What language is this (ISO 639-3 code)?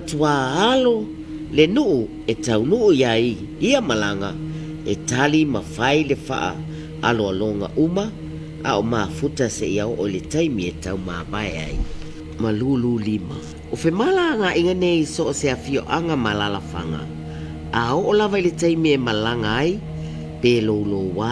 smo